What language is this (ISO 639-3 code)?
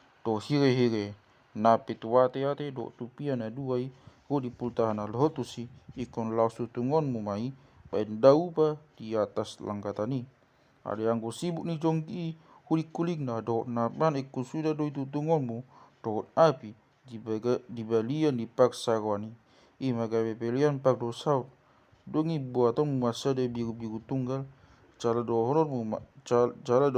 bbc